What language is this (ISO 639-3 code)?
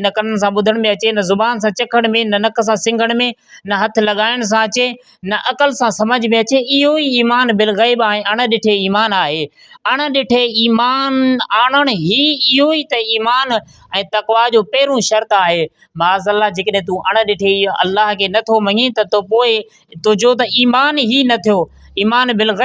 snd